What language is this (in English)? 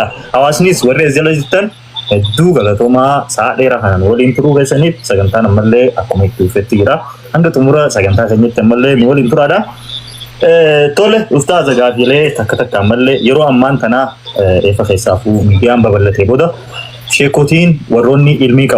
Oromo